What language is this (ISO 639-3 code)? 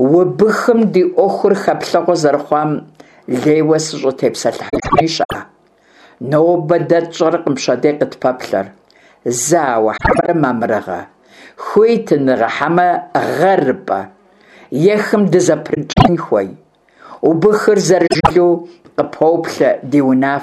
kbd